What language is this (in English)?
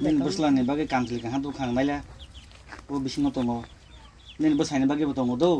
Kok Borok